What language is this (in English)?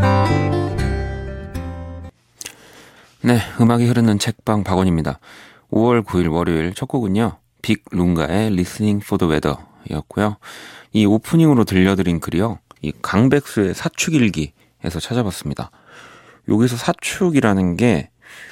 Korean